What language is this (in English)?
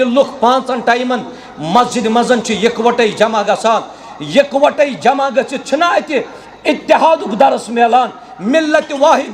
Kashmiri